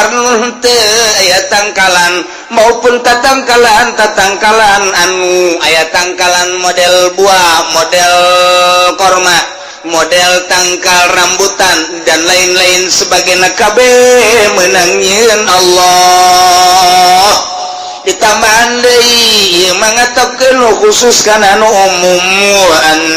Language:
Sundanese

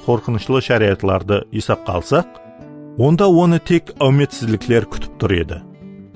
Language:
Kara-Kalpak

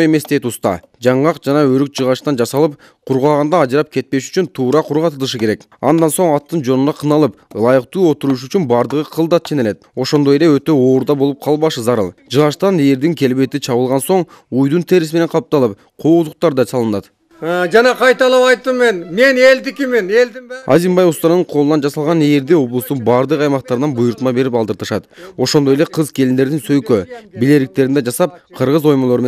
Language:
Kyrgyz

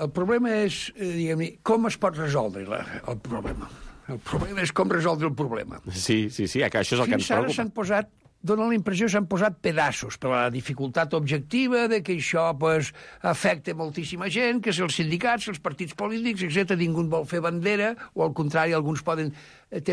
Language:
Catalan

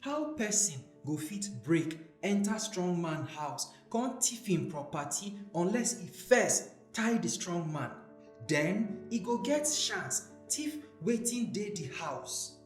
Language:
Nigerian Pidgin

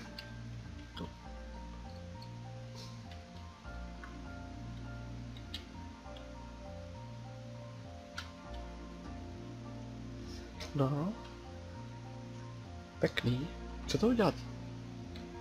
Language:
Czech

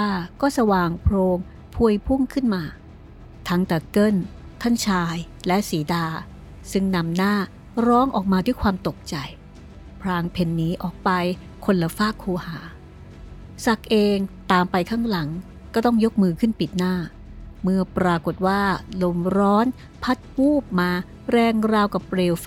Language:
Thai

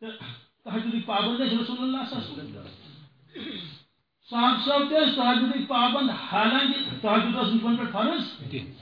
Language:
Kashmiri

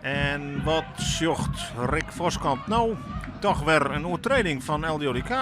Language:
Western Frisian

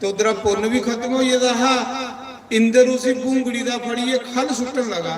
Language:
Dogri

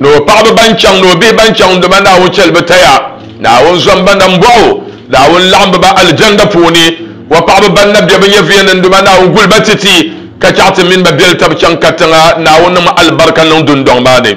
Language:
Dagbani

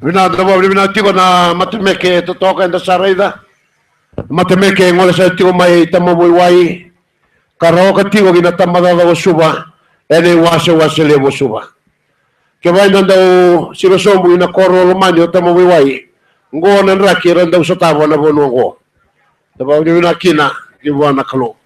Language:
Fijian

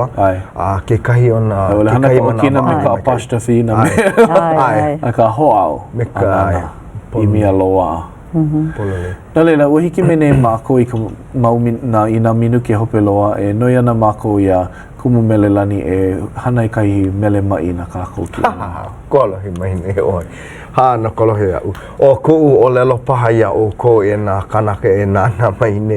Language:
Hawaiian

